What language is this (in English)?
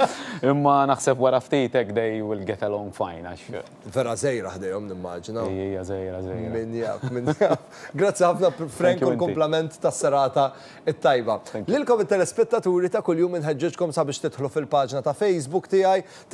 Maltese